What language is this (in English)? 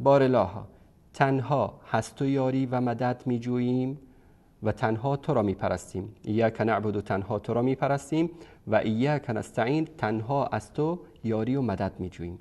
Persian